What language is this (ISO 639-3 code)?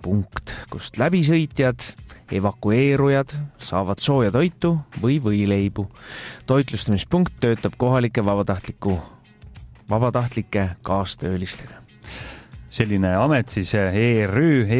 est